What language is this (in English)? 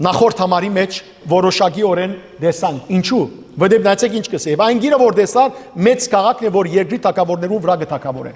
Western Armenian